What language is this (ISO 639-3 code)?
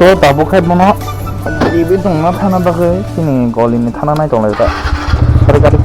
trp